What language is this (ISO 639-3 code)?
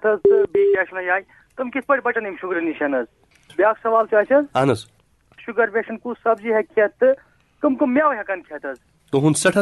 kas